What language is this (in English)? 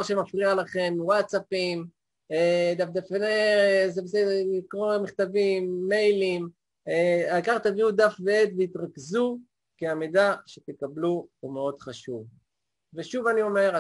Hebrew